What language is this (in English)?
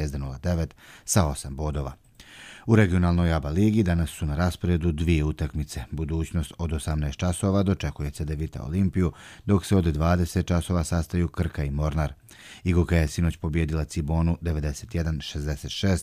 Croatian